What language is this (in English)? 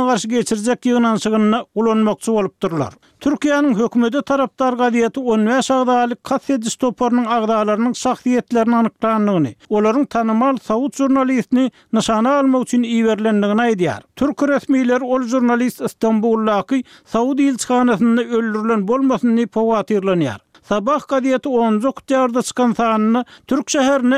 Turkmen